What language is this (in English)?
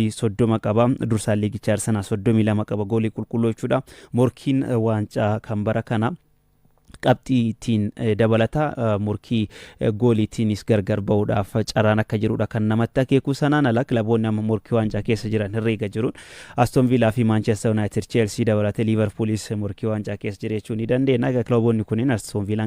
Oromo